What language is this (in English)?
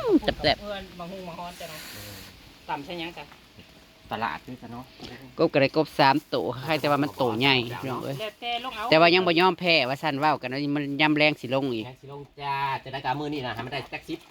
Northeastern Thai